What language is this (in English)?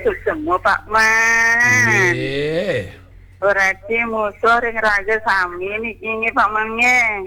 Balinese